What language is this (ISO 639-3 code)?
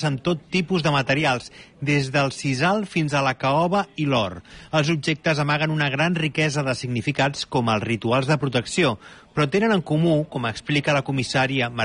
cat